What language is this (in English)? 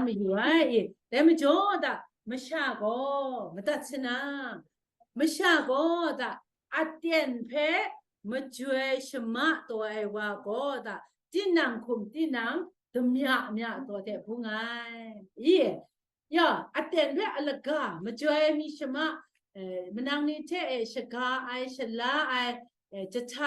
Kachin